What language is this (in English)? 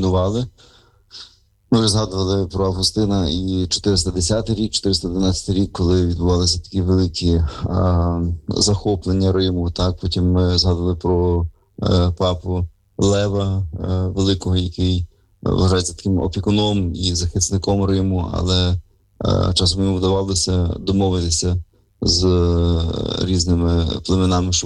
Ukrainian